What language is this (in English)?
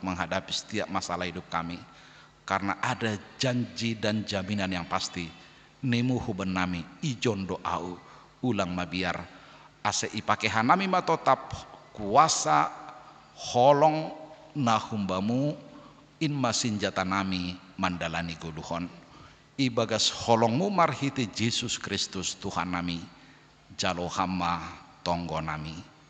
Batak Simalungun